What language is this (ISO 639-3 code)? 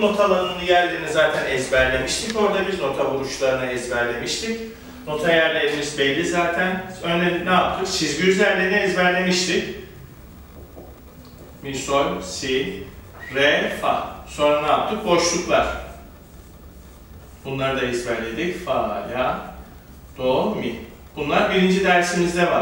tur